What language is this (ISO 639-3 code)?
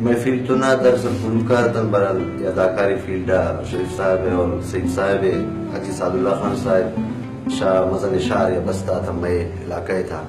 brh